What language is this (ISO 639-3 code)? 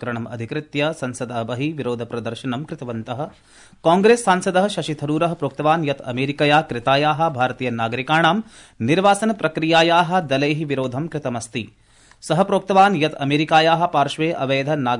san